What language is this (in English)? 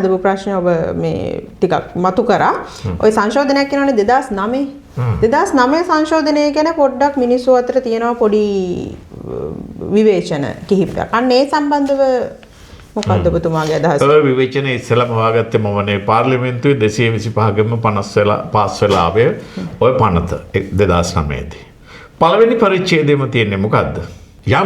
Sinhala